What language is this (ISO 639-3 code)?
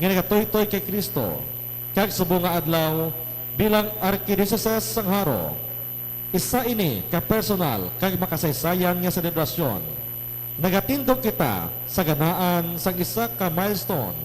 hil